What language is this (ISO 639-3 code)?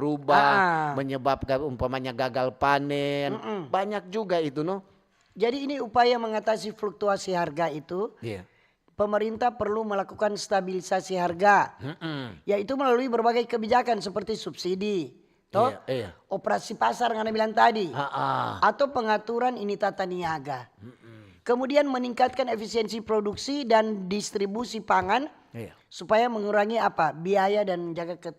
xmm